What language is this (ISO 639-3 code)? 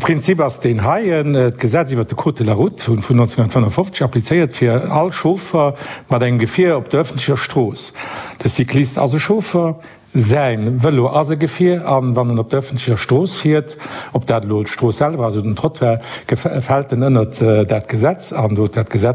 ltz